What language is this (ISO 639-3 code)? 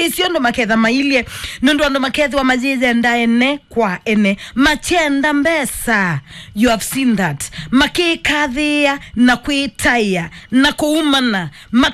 kam